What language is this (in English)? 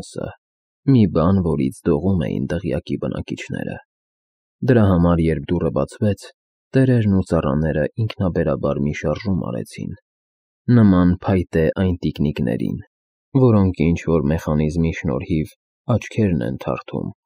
Armenian